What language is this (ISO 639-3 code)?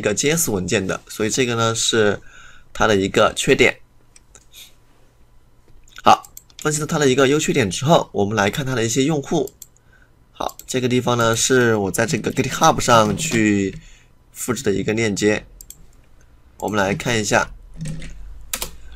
zho